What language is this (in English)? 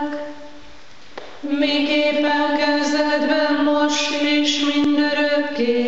Hungarian